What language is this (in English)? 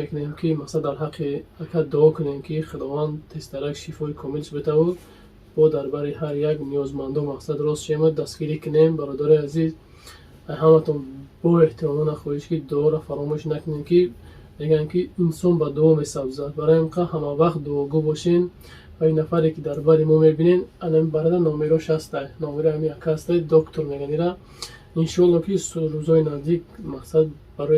Tajik